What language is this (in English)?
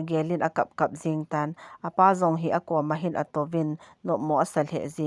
Thado Chin